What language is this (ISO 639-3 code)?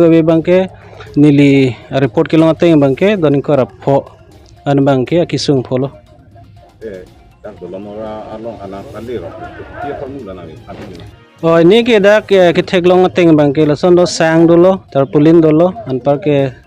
mjw